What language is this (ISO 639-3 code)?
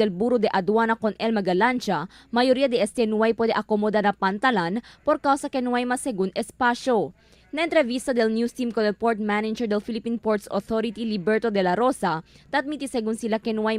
cbk